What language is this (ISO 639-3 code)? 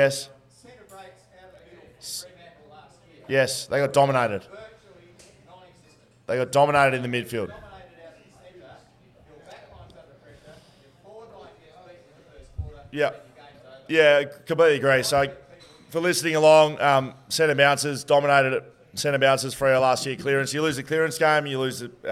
eng